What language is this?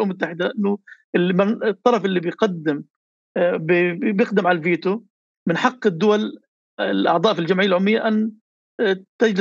North Levantine Arabic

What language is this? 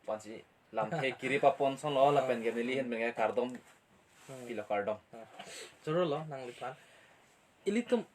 Karbi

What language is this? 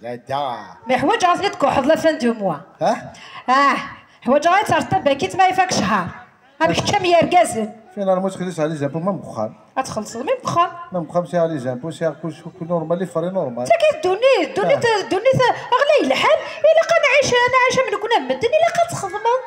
Kabyle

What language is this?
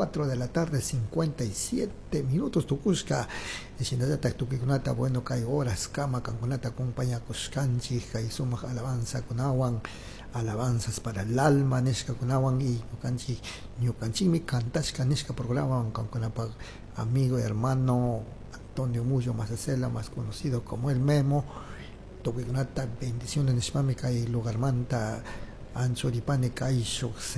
Chimborazo Highland Quichua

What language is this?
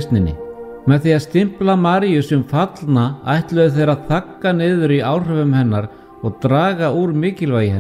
Icelandic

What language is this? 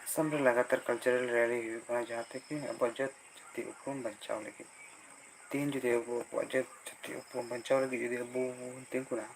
Santali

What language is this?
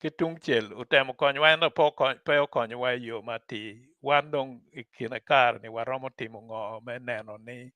Acoli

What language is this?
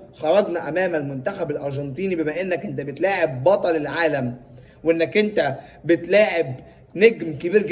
Egyptian Arabic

